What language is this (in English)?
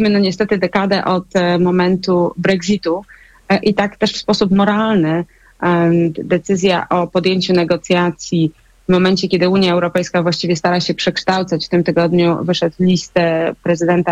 Polish